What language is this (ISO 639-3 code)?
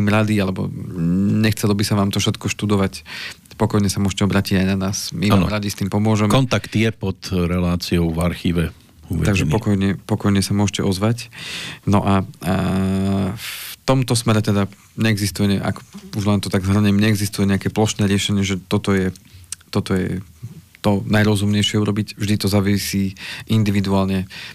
slk